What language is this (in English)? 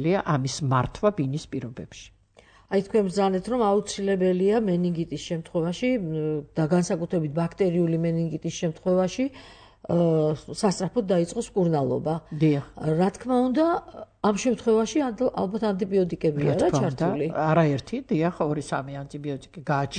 Georgian